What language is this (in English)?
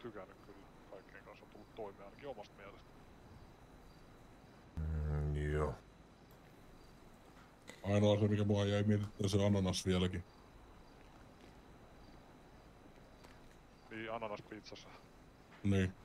Finnish